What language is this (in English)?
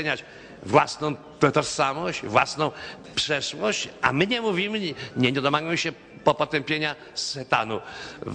Polish